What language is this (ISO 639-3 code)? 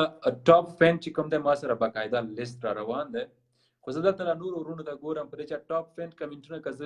pus